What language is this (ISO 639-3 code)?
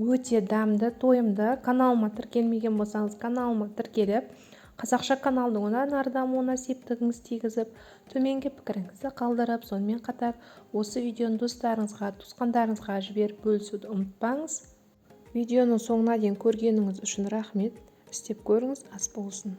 kaz